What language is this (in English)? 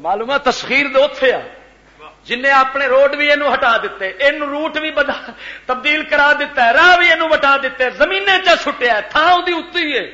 Western Panjabi